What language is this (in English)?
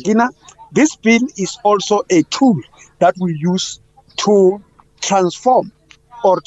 English